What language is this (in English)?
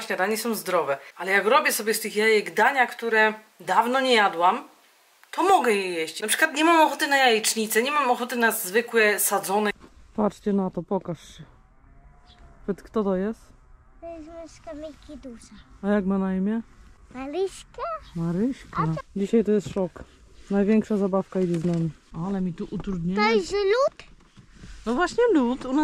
Polish